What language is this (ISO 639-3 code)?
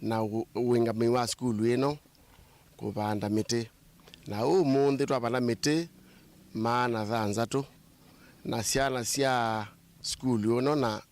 kam